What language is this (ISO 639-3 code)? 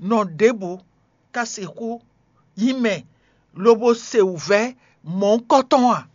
fon